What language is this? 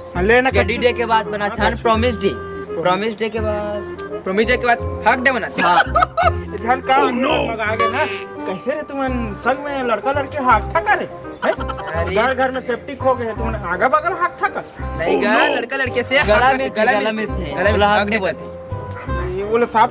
Chhattisgarhi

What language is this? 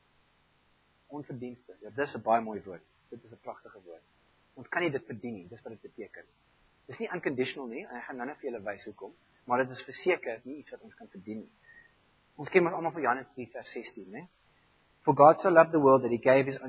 Afrikaans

